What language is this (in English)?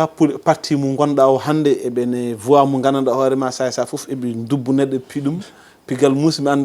Fula